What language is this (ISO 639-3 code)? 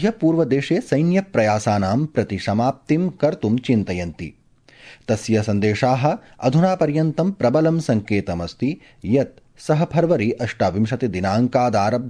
san